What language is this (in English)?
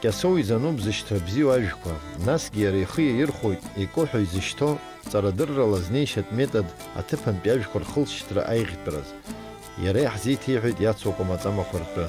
Abkhazian